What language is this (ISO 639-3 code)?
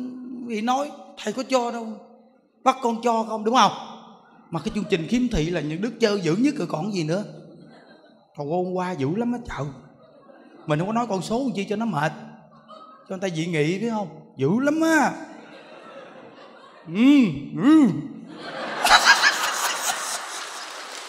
vie